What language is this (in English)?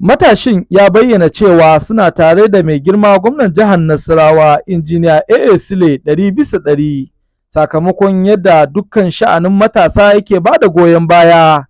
Hausa